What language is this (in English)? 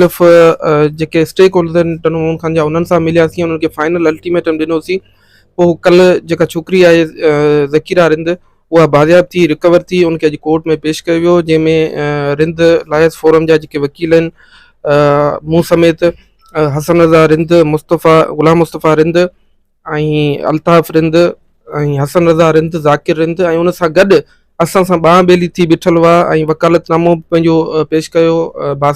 Sindhi